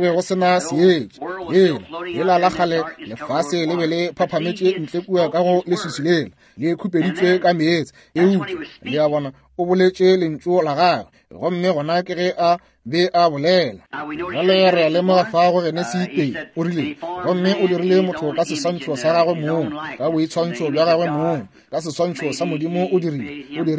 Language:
Northern Sotho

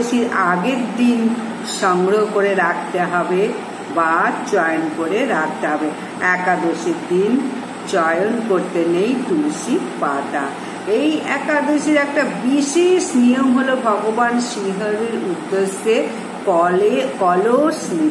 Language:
Bangla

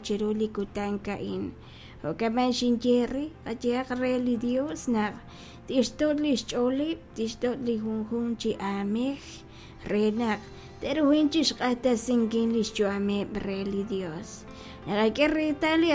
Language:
Kekchí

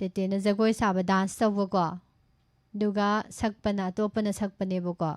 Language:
Manipuri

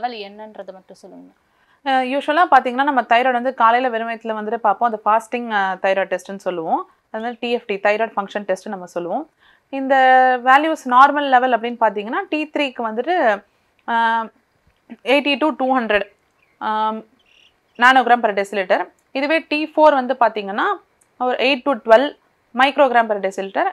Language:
Tamil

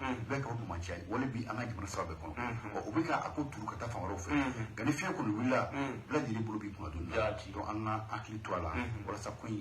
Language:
Bambara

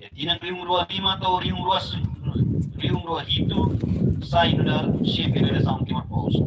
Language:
Tetum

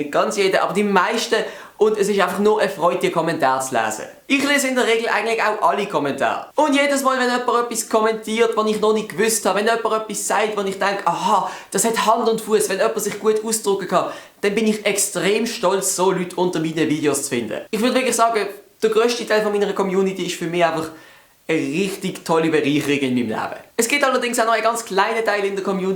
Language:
Swiss German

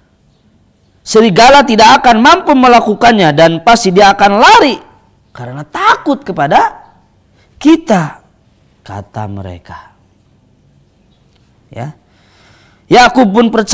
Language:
Indonesian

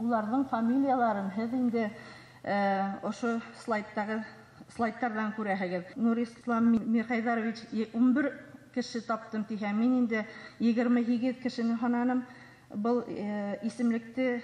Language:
Bashkir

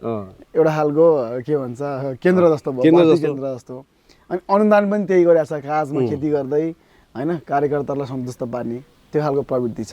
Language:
Nepali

